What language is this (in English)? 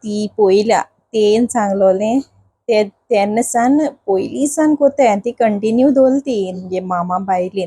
Konkani